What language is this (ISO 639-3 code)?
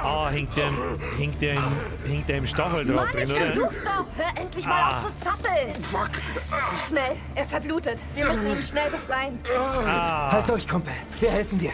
bar